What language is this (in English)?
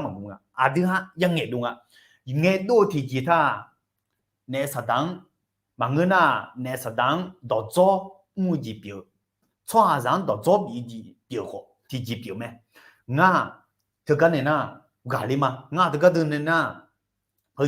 Akha